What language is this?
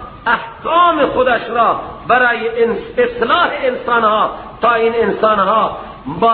Persian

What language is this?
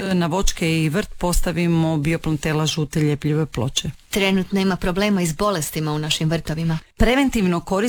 Croatian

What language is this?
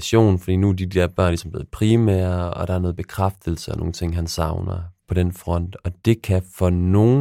Danish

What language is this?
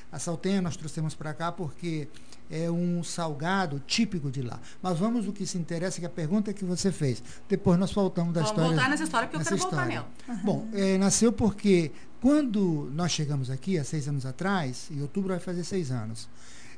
Portuguese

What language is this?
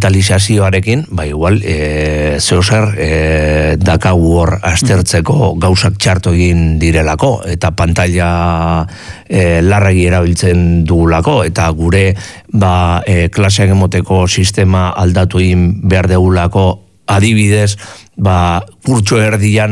Basque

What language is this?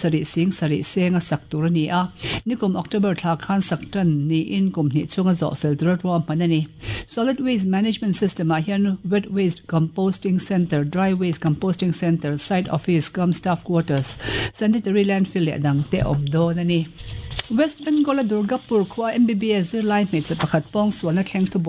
Mizo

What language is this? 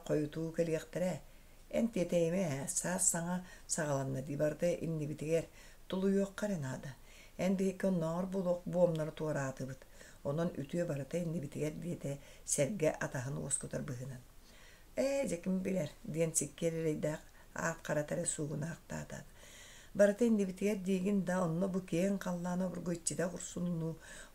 Yakut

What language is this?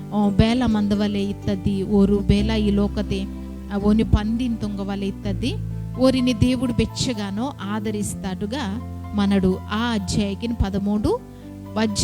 Koya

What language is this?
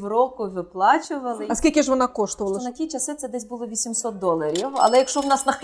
Ukrainian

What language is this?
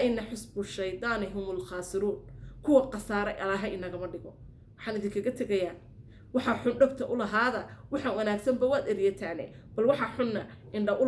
Somali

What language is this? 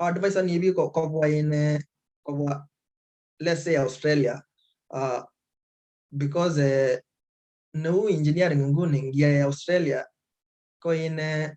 Kalenjin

